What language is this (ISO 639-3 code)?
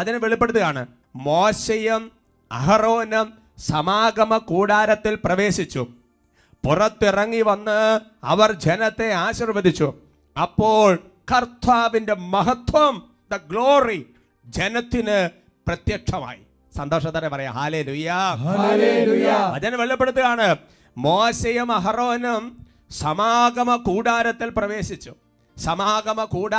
mal